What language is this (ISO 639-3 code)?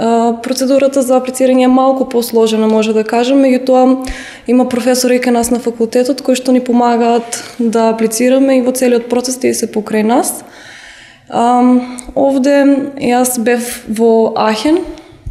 mkd